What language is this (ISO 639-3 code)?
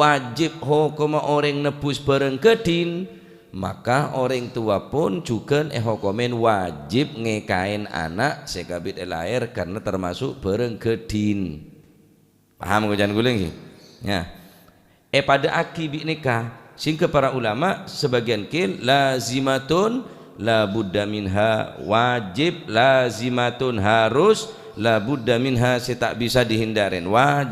mad